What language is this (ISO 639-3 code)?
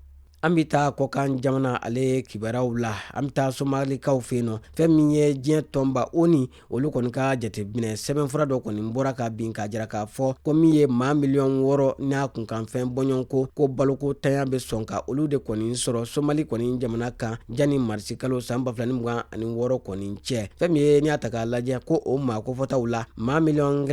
bam